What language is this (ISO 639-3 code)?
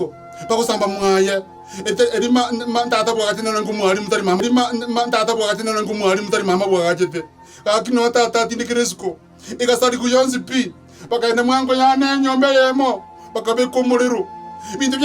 guz